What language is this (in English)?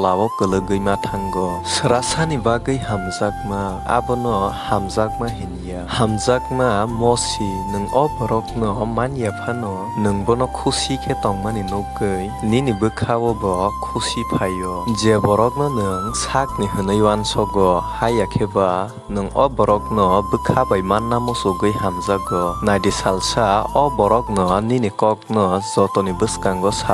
Kok Borok